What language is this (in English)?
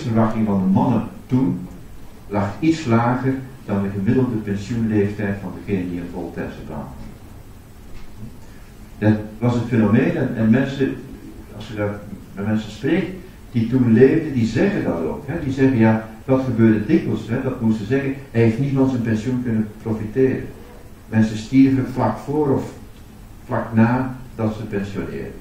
Dutch